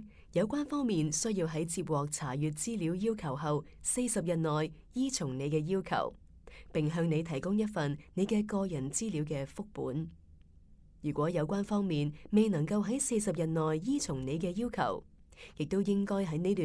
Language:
Cantonese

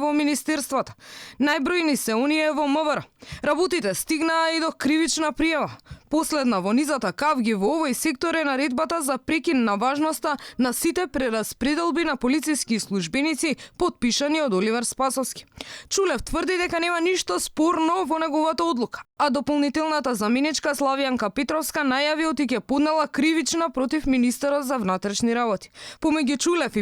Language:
Macedonian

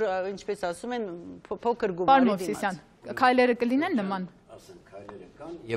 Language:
Armenian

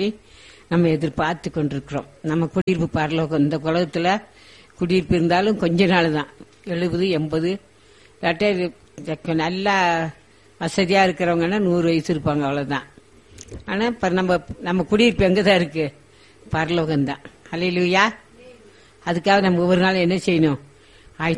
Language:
Tamil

